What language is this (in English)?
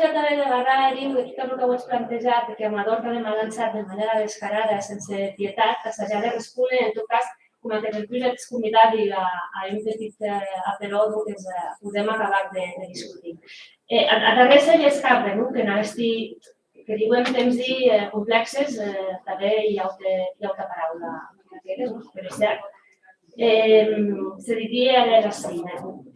Occitan